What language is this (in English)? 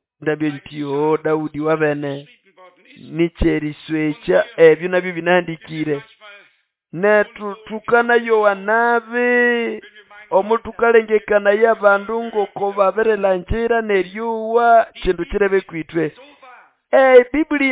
Nande